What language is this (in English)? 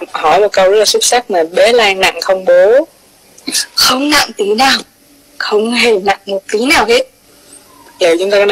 Vietnamese